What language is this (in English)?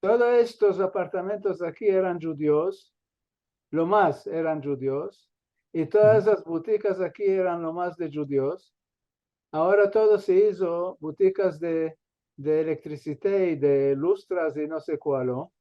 Ladino